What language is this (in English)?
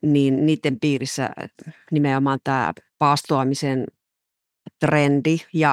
Finnish